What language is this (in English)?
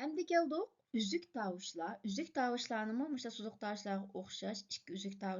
Uyghur